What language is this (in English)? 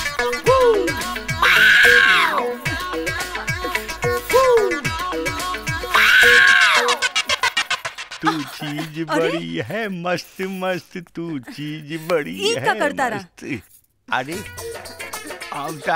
Bhojpuri